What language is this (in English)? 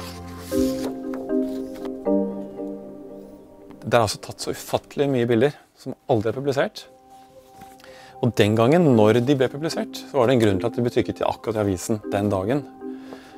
Norwegian